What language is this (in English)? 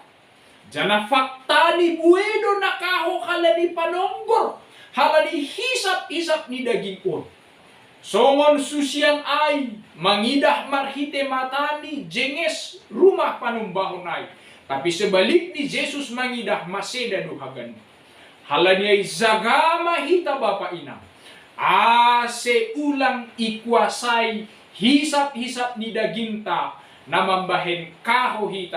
Batak Simalungun